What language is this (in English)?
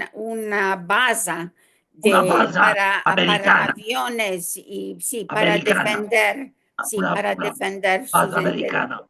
Ladino